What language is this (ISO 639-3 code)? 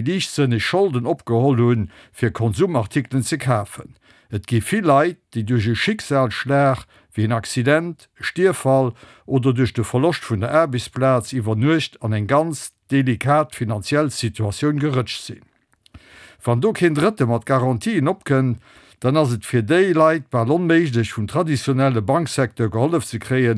ltz